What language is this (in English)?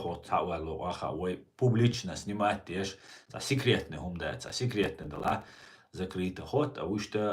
Chechen